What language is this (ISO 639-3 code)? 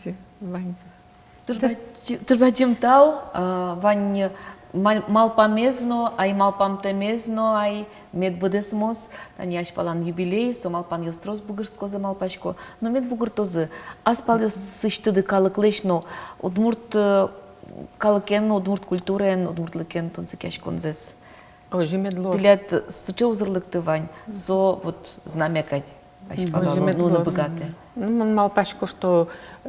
udm